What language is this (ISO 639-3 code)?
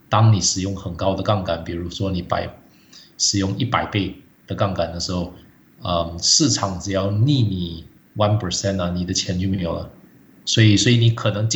zho